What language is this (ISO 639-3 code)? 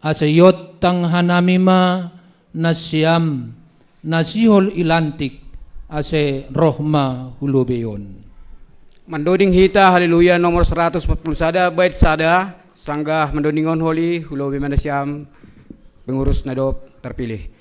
bts